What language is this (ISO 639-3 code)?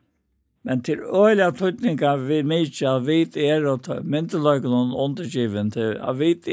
fao